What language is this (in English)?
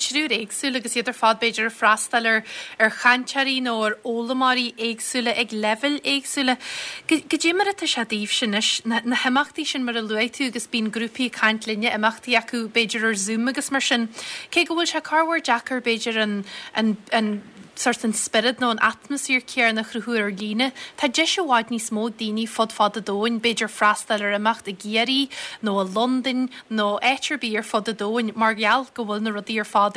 Irish